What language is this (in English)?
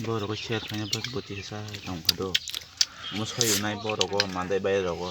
Kok Borok